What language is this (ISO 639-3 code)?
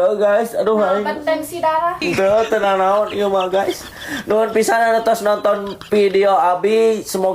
sun